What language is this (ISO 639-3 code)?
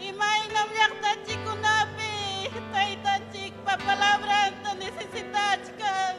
quy